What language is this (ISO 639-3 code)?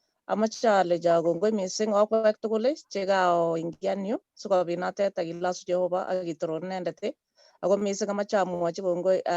kln